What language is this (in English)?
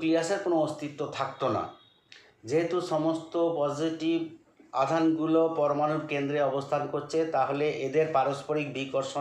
Bangla